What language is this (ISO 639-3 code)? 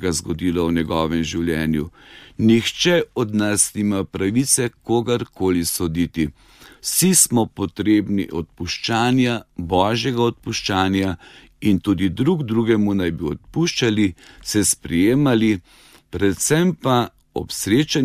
slv